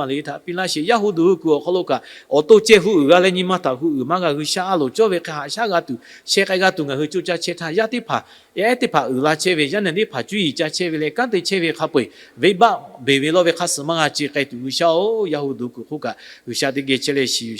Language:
Lahu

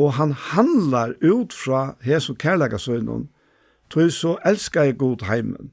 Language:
Faroese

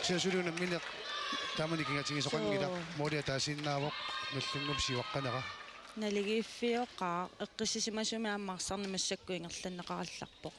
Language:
Kalaallisut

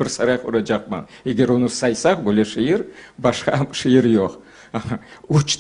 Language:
Crimean Tatar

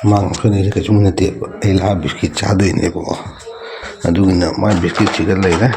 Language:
Manipuri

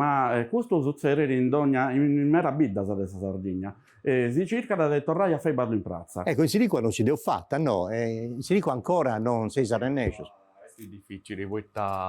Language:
Sardinian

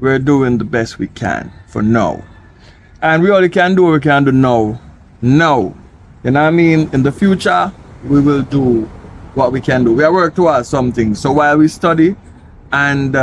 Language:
Jamaican Creole English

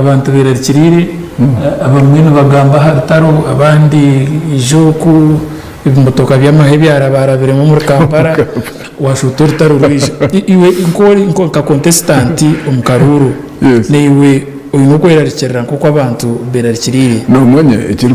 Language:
Nyankole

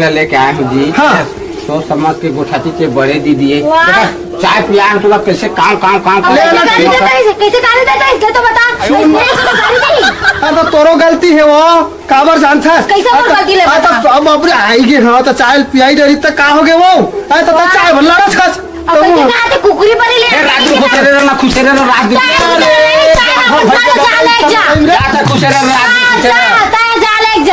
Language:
Chhattisgarhi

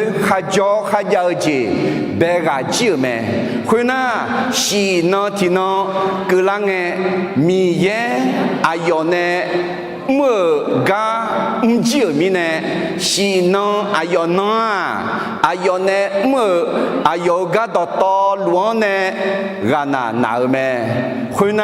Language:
Akha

